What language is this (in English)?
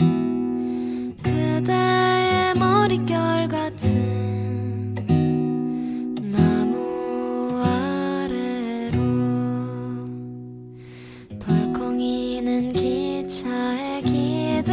Korean